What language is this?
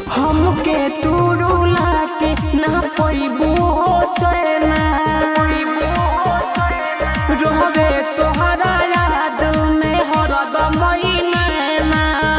Bhojpuri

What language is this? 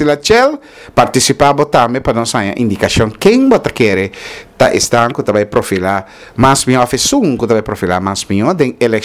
Papiamento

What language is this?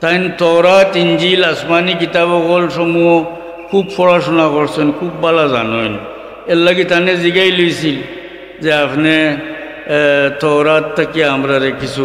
Sylheti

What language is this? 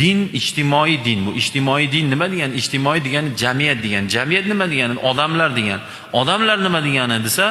Uzbek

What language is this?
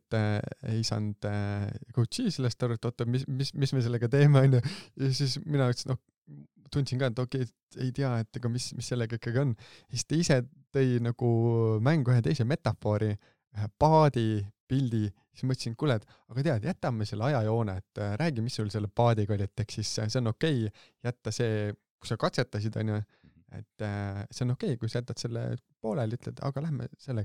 Estonian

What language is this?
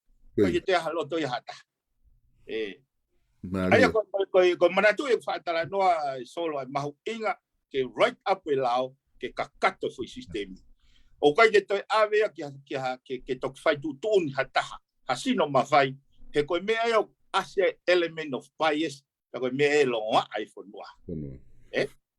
Tongan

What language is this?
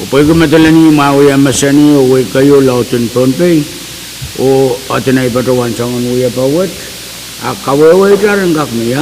Pohnpeian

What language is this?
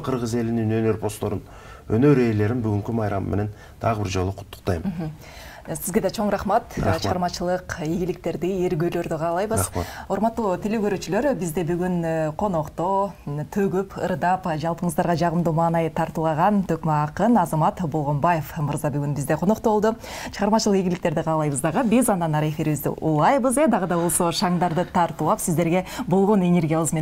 Kyrgyz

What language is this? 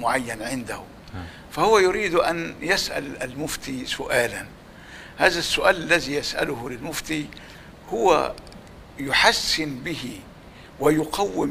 Egyptian Arabic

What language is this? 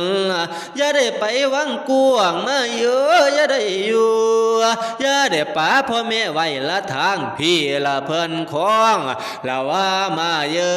Northeastern Thai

